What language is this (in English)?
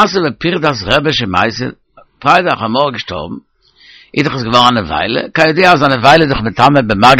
Yiddish